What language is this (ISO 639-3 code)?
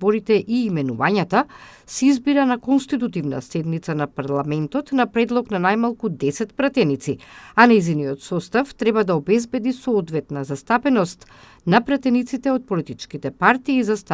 mkd